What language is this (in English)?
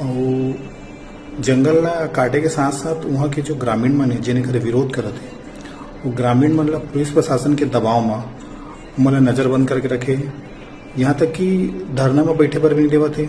Chhattisgarhi